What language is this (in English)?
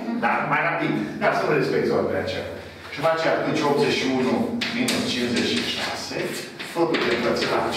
Romanian